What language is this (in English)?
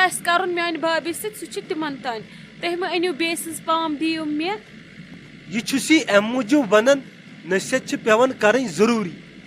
Kashmiri